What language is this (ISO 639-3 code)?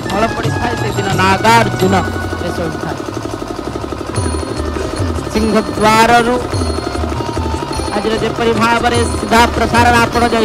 ori